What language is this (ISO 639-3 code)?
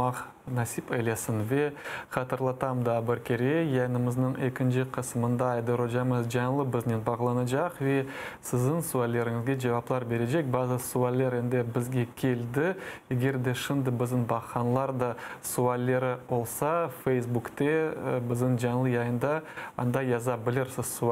crh